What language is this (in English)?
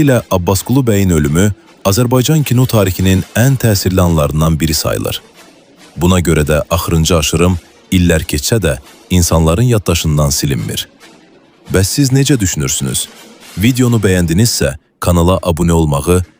Azerbaijani